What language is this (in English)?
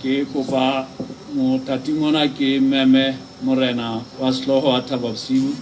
Southern Sotho